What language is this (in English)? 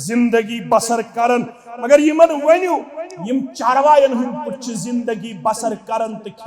Kashmiri